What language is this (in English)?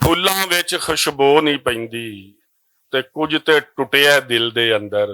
Western Panjabi